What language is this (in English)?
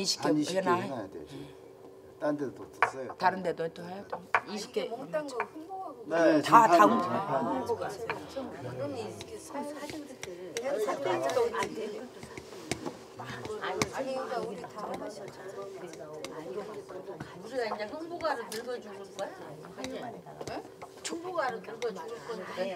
Korean